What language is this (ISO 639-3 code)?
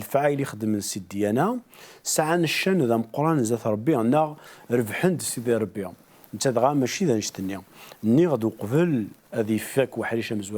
kab